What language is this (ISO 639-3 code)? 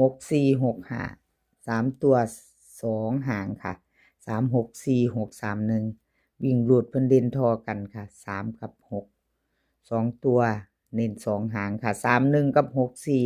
tts